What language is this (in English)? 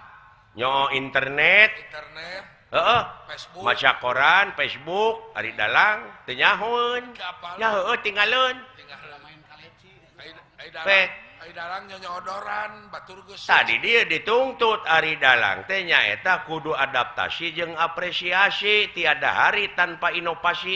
Sundanese